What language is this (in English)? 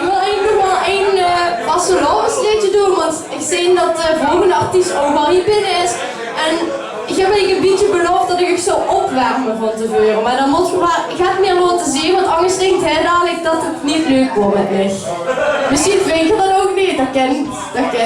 Limburgish